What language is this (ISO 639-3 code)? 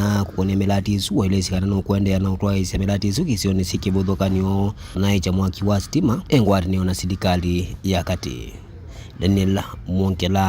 kam